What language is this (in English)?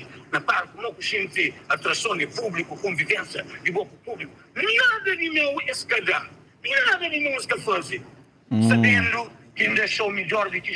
Kabuverdianu